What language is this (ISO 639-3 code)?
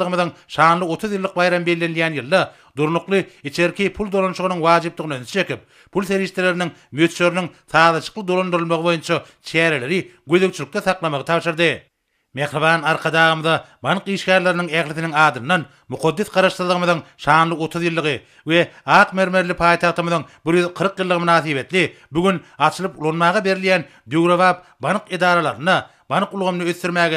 tuk